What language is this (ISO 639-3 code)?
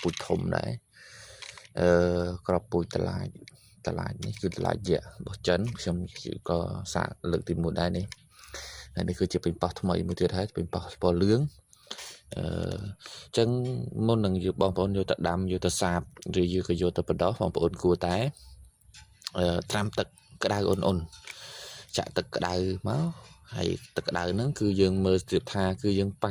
khm